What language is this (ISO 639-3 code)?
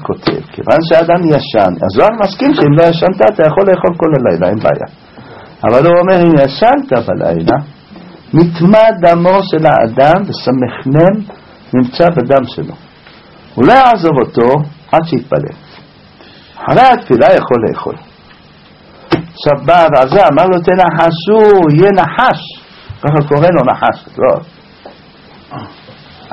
heb